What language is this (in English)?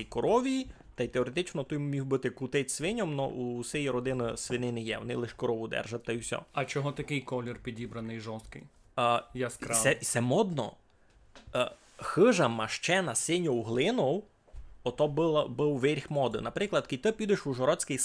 Rusyn